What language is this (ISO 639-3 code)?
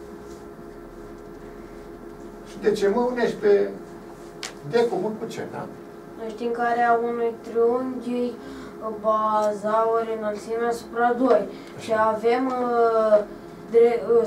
ron